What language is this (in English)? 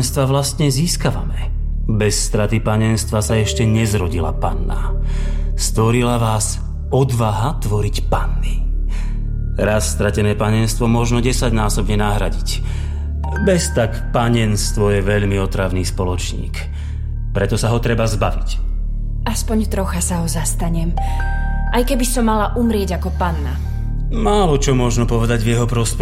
Slovak